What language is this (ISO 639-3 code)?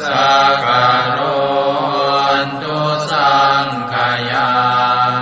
pli